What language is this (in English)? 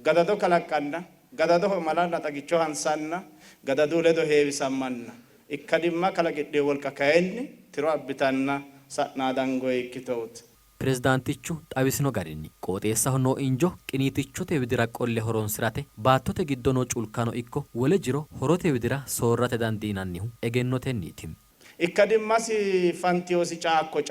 Sidamo